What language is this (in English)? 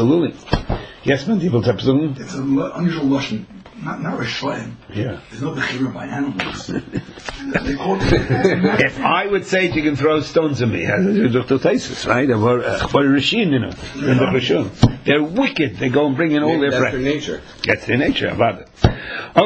English